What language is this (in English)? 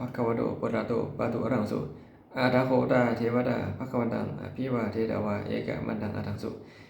Pali